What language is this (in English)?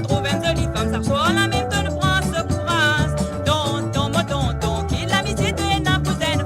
Morisyen